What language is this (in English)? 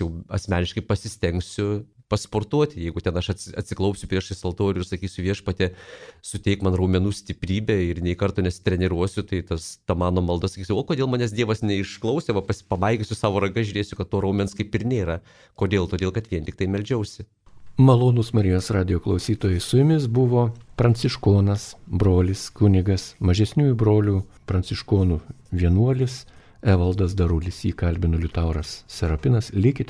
Lithuanian